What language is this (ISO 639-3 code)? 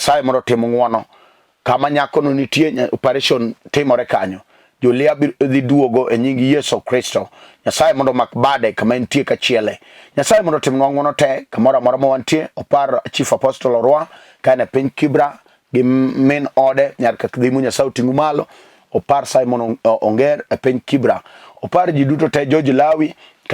luo